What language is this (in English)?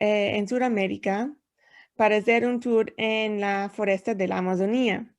Ladino